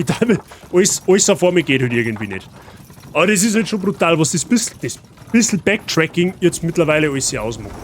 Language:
Bavarian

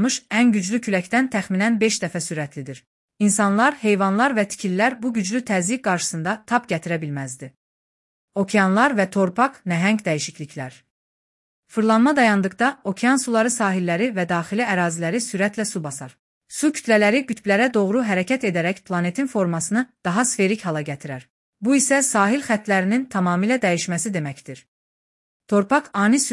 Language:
Azerbaijani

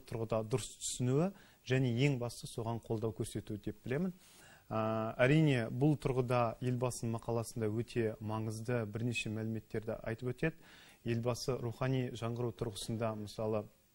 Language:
Kazakh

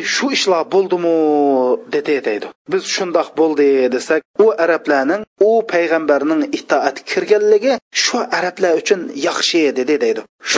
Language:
Uyghur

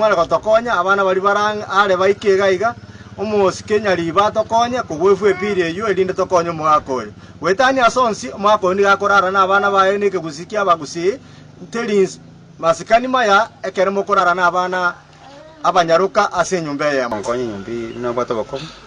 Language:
Gusii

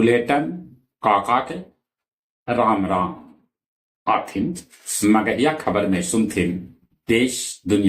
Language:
Magahi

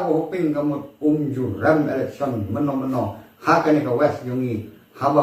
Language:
Khasi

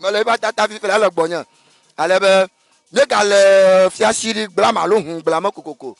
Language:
Ewe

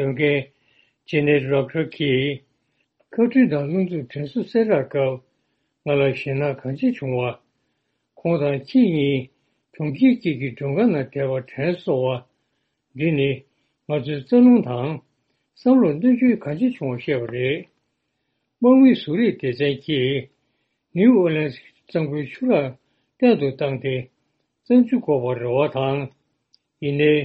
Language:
Tibetan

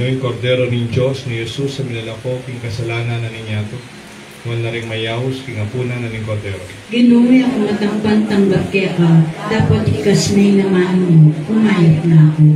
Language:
Pampanga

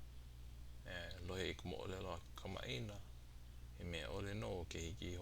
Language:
Hawaiian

